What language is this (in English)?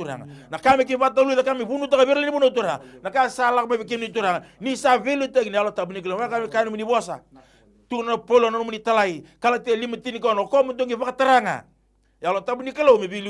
Fijian